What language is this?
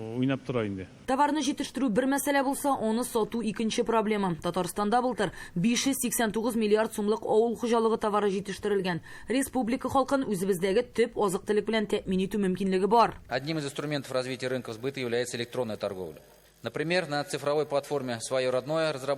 Tatar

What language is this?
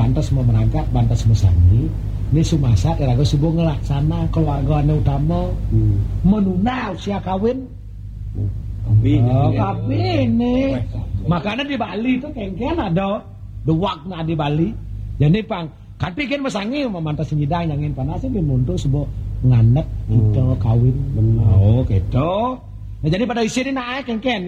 Balinese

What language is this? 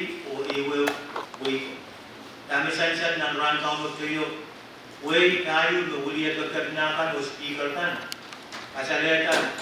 Pohnpeian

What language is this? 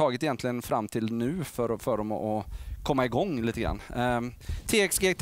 Swedish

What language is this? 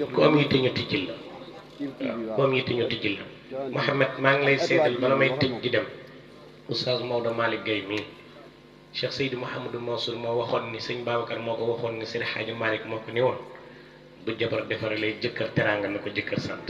Wolof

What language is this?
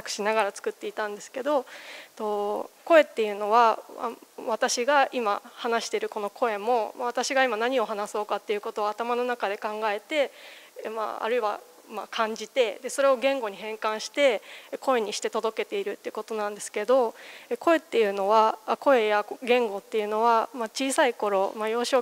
Japanese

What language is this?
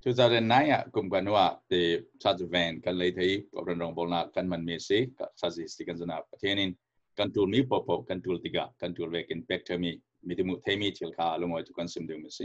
Falam Chin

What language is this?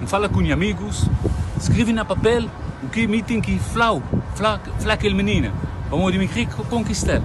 Kabuverdianu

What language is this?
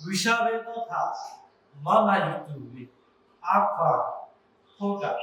Lahu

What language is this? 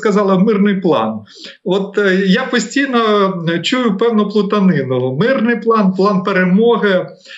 Ukrainian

